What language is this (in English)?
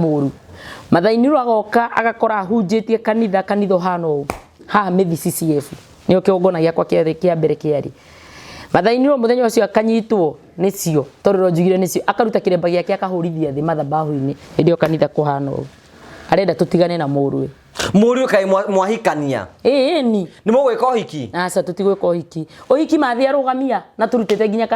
Kikuyu